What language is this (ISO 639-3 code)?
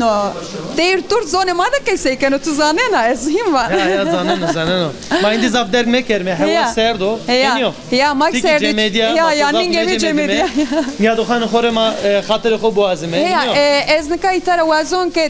zza